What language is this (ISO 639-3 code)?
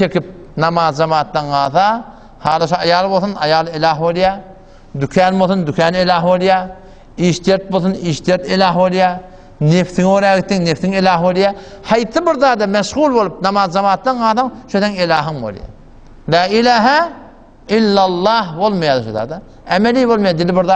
tuk